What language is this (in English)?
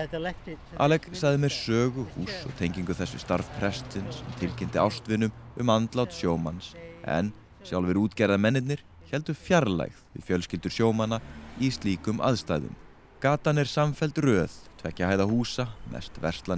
Icelandic